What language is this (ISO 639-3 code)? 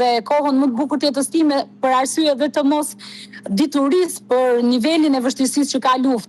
sqi